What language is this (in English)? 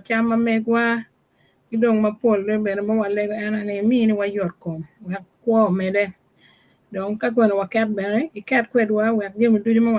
Acoli